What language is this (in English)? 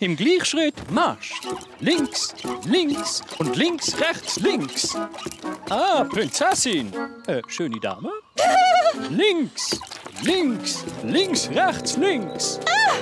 Swiss German